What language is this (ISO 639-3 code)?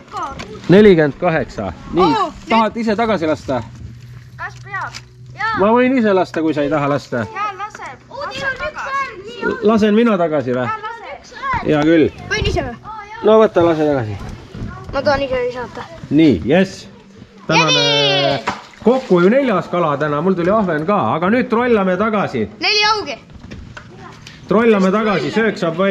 est